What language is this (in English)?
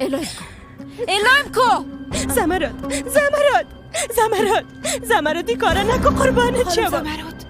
Persian